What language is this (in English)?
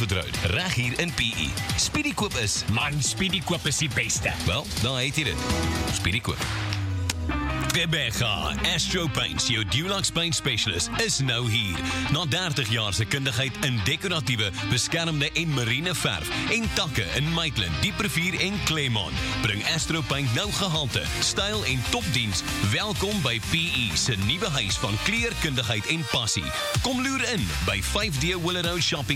Afrikaans